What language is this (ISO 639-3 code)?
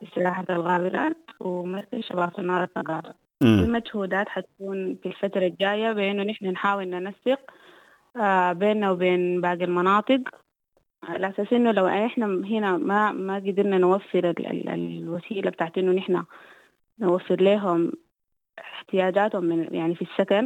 apd